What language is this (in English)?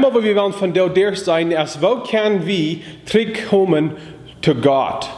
Plautdietsch